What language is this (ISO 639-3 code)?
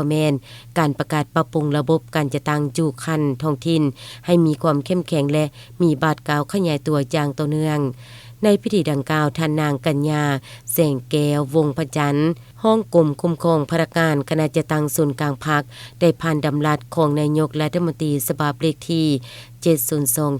lao